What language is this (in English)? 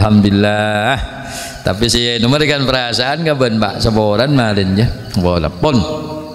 Madurese